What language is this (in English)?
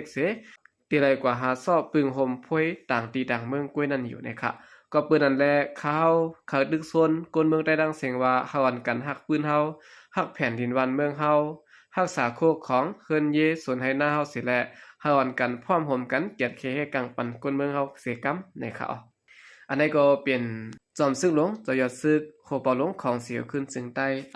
Shan